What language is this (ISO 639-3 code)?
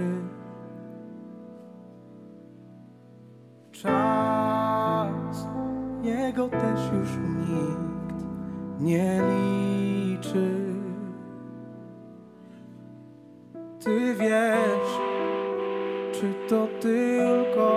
pol